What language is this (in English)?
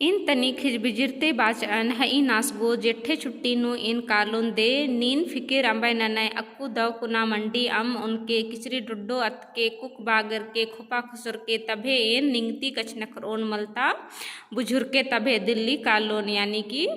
Kurukh